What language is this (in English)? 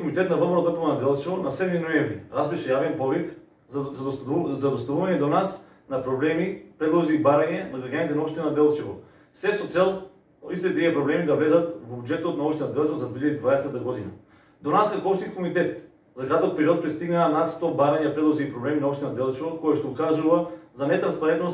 Macedonian